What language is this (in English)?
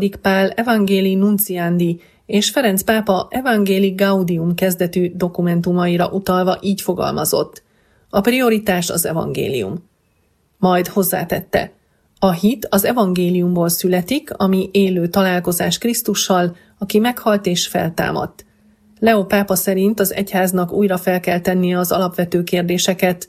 Hungarian